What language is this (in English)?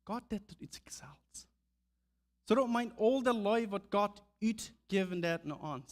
Plautdietsch